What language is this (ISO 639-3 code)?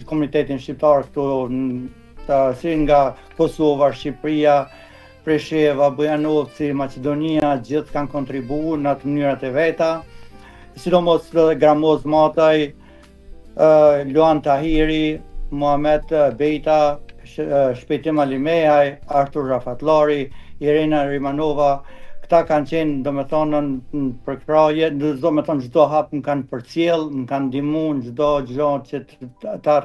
sqi